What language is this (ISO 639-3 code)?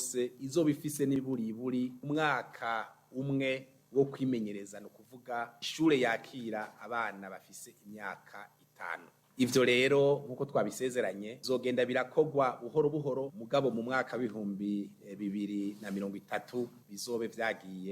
run